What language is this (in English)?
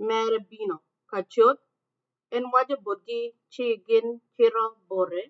Acoli